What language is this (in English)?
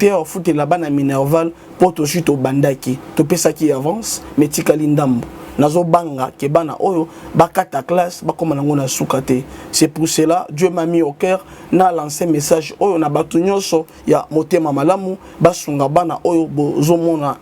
Lingala